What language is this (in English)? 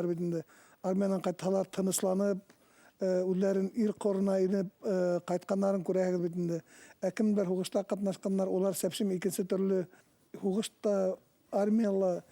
Bashkir